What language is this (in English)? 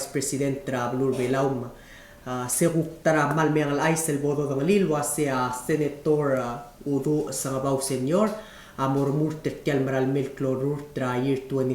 Palauan